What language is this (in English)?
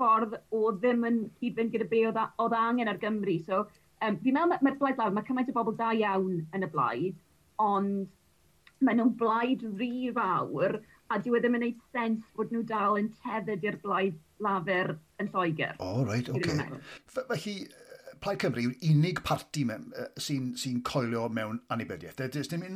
Welsh